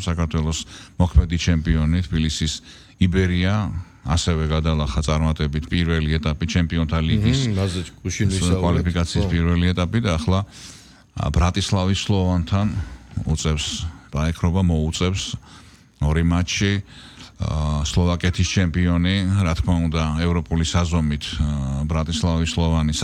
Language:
Georgian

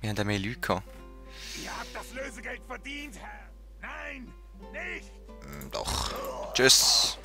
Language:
Swiss German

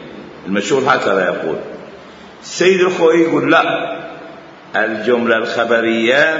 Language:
Mesopotamian Arabic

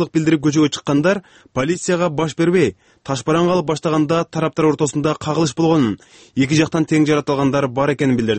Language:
Kyrgyz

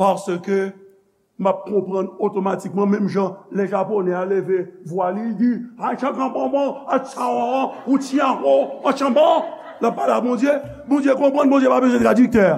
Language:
Haitian Creole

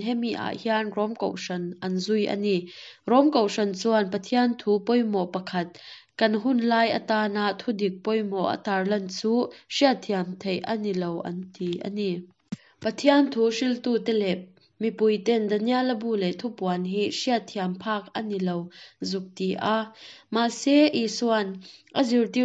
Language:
Mizo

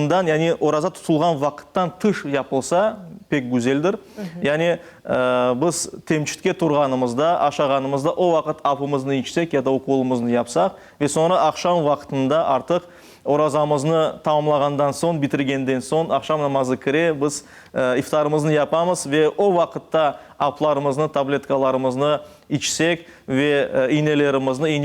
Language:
Crimean Tatar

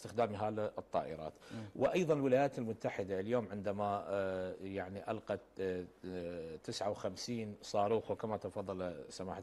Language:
Arabic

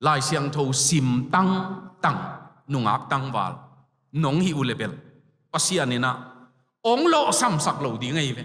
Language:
Tedim Chin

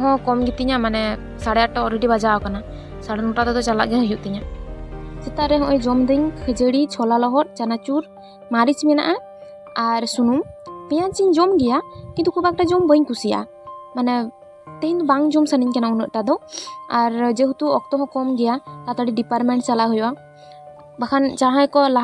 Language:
Santali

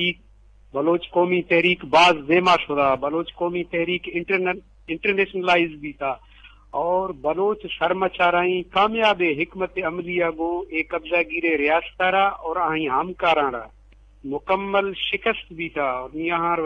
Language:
Eastern Balochi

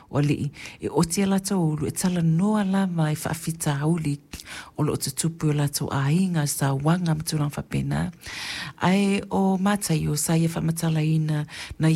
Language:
Samoan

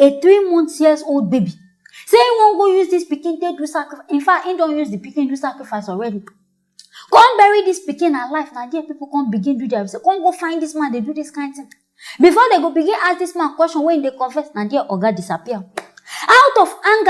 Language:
Nigerian Pidgin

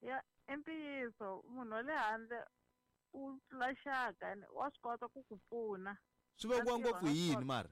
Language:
Tsonga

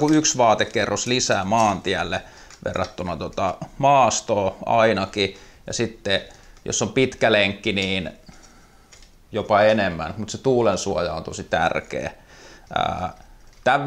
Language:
Finnish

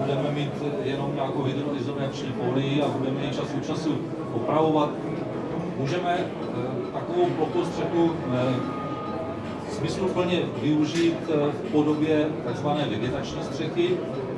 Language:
Czech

